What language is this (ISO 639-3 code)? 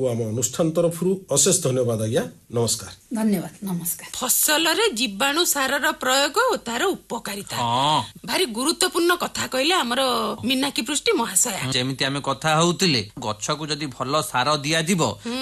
ori